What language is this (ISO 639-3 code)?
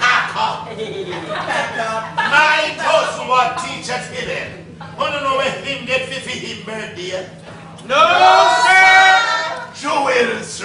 jam